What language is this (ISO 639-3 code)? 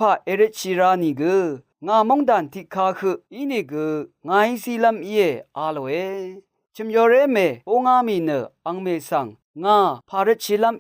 raw